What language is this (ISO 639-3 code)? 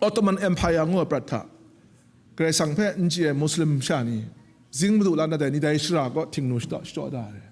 kac